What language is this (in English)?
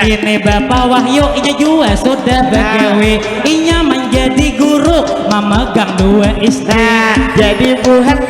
Banjar